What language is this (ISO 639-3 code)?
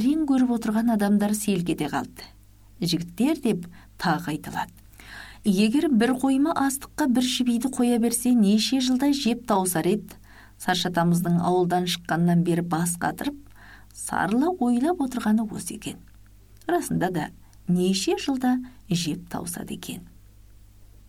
kaz